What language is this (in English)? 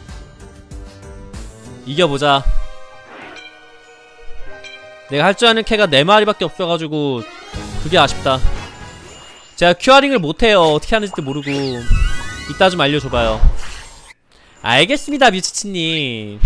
Korean